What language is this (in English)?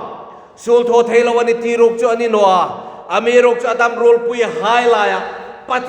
Hmar